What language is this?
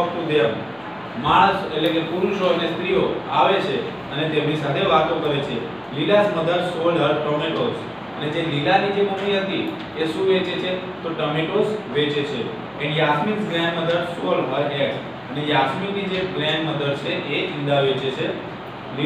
Gujarati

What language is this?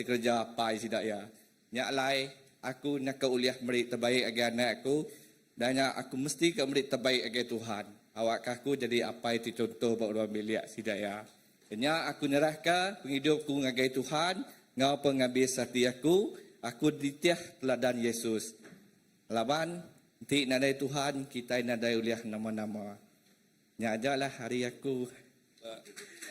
Iban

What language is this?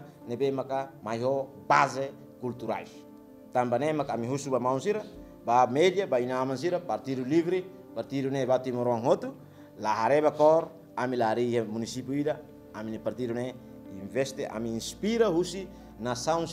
Tetum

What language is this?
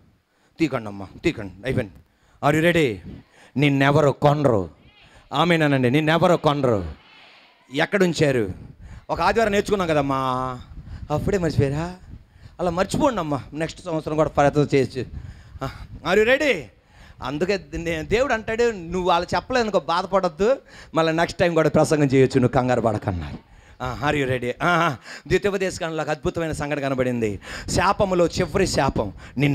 Telugu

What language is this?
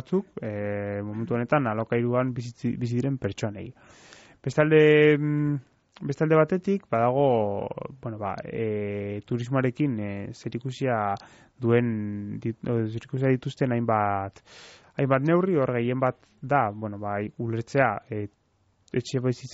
Basque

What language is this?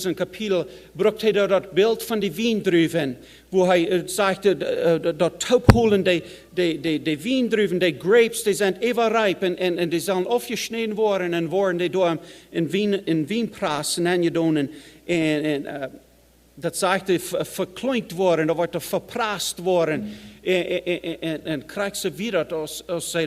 Plautdietsch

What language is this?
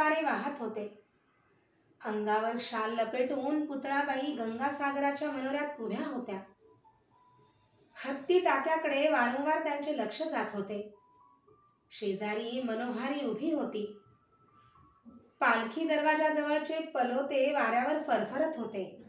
Marathi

